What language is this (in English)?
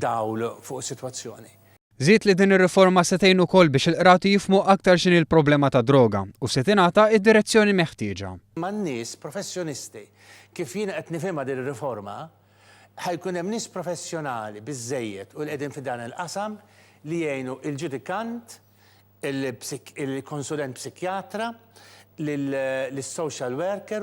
Maltese